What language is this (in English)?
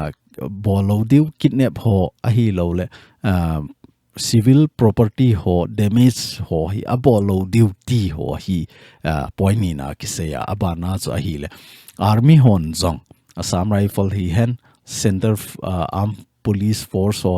Thado Chin